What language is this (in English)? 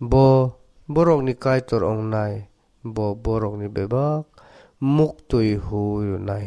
Kok Borok